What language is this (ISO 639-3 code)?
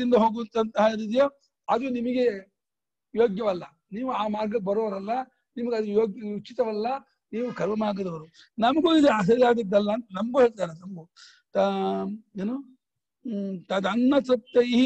kan